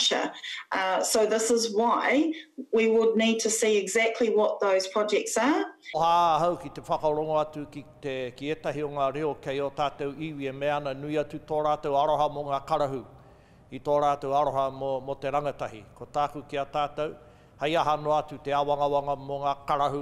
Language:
Māori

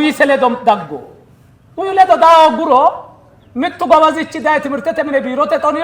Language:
Sidamo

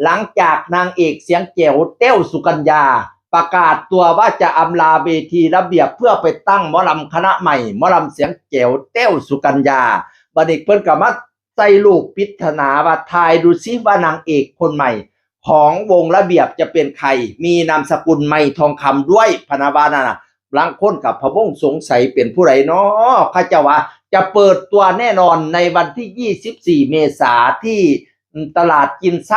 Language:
Northeastern Thai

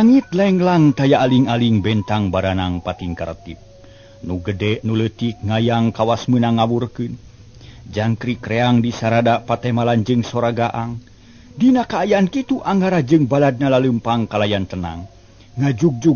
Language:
Sundanese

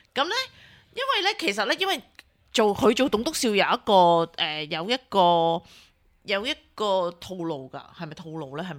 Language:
Cantonese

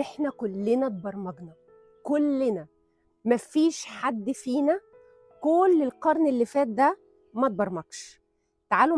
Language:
Egyptian Arabic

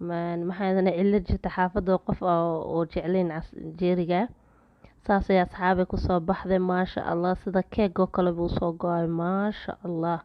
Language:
Somali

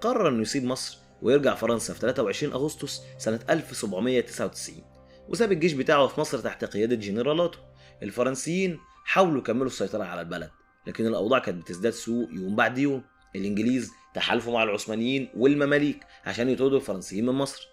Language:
Egyptian Arabic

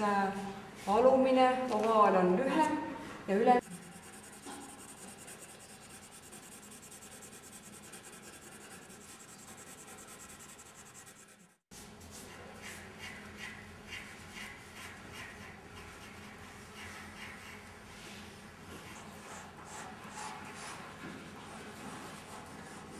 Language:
Estonian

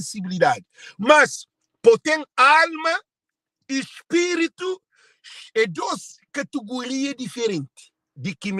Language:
Kabuverdianu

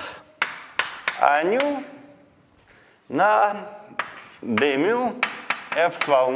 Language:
Russian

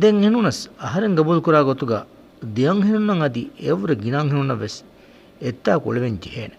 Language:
Divehi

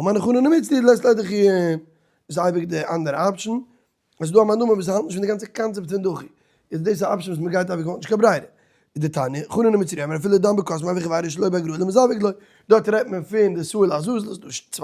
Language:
Yiddish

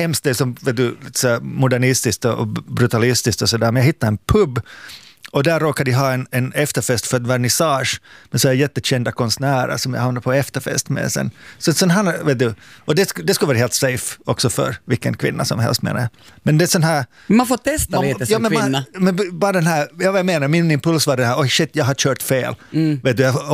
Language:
Swedish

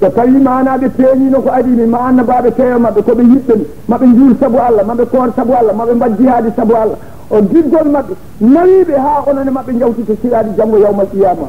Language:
Fula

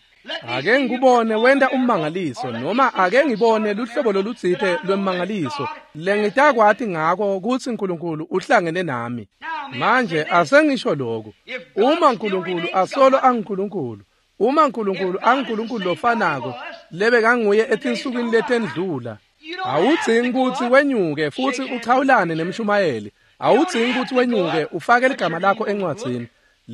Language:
Swati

